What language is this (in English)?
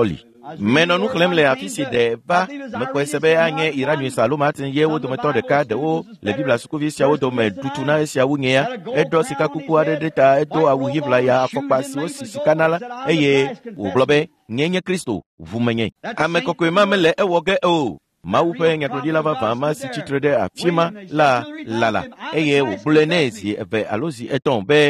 Ewe